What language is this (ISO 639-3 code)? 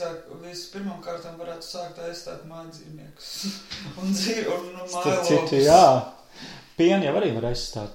lav